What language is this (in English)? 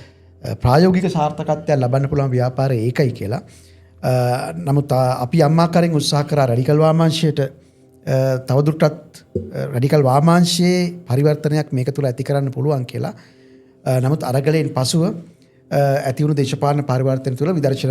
Sinhala